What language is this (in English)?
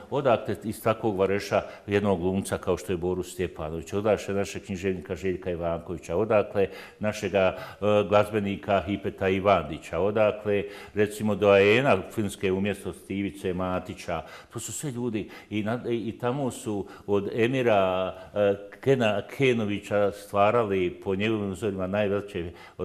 Bosnian